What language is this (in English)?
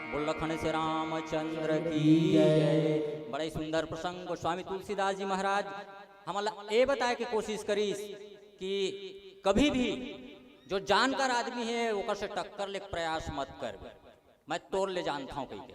Chhattisgarhi